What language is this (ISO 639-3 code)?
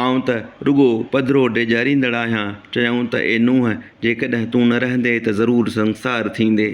snd